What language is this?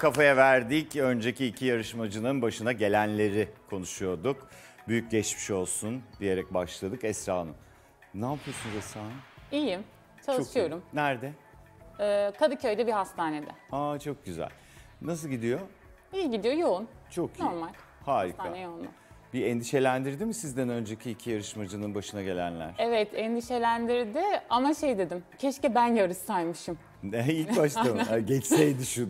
Turkish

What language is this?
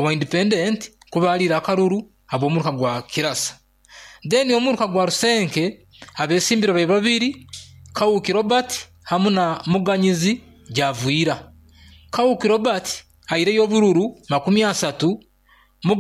Nyoro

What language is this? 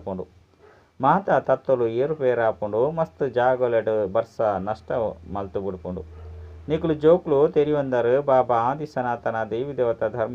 Tulu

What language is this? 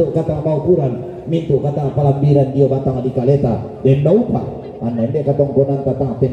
Toraja-Sa'dan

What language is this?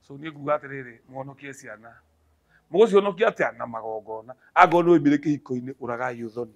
Kikuyu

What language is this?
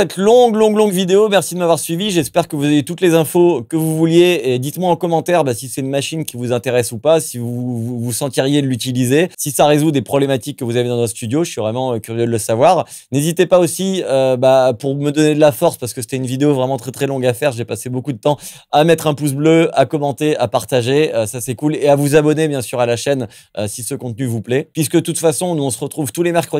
French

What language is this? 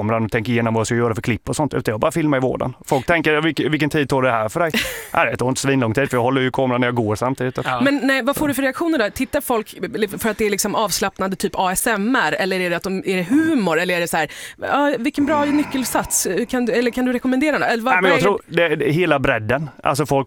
Swedish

